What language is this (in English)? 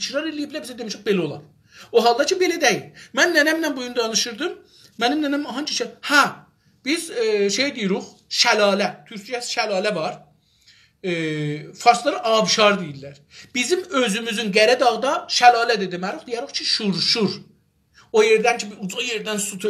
South Azerbaijani